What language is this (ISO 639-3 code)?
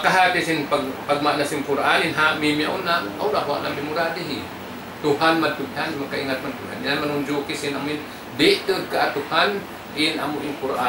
tsg